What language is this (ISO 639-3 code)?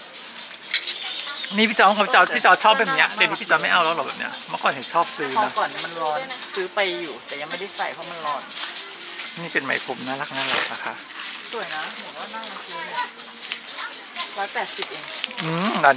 tha